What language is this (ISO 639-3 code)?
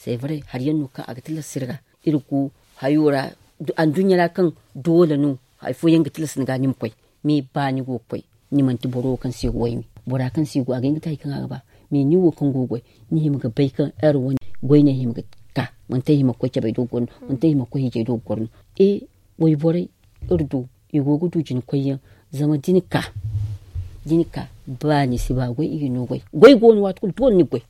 dje